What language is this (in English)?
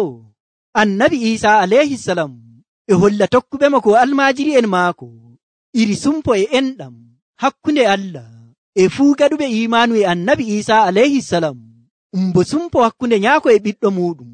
Nigerian Fulfulde